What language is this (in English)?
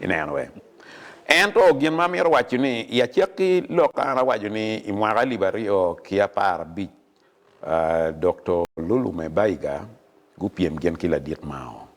Acoli